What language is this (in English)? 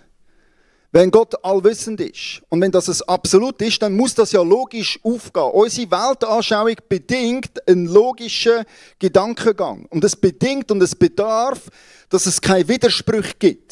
Swiss German